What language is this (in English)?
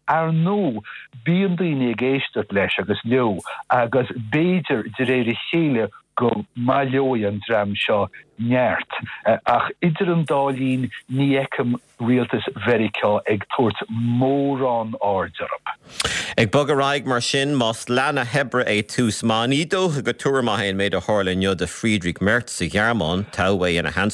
Irish